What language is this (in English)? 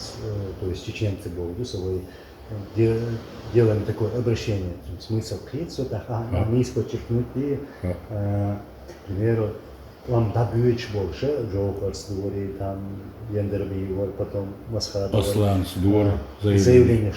Chechen